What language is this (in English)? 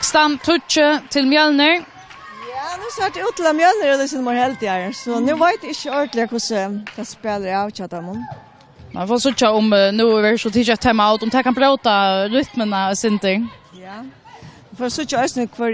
Faroese